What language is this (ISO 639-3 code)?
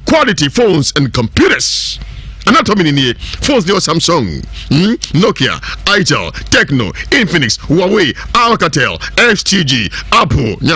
aka